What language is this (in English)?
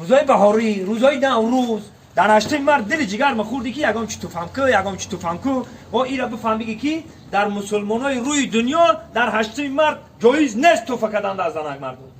Tajik